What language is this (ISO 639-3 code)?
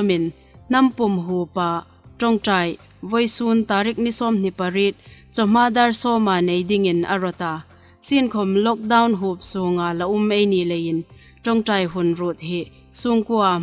hmr